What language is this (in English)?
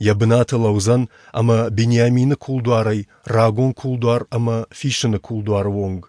Ossetic